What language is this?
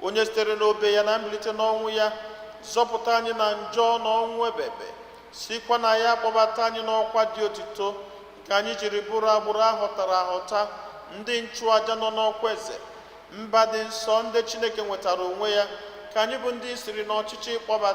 Igbo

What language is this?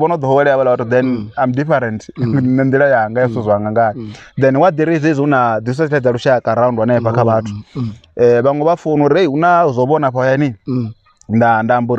Venda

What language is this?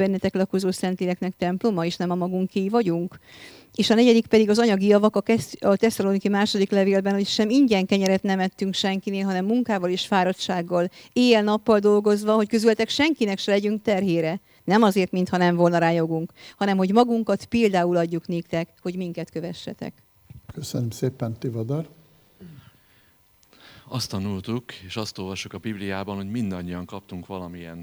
Hungarian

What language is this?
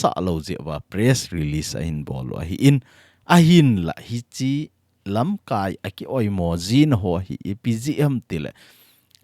Thado Chin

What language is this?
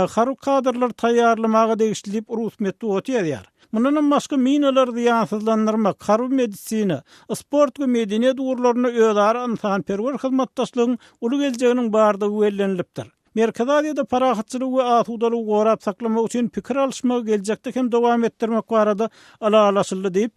Turkmen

